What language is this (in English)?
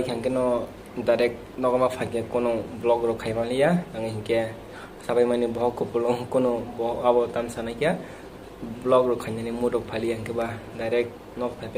Kok Borok